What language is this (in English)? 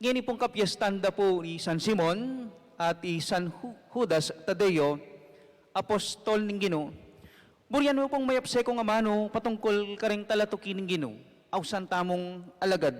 Pampanga